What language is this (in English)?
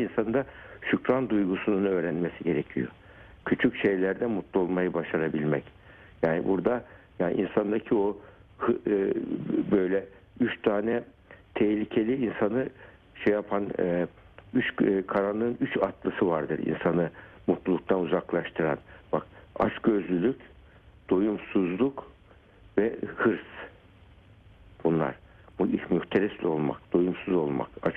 Turkish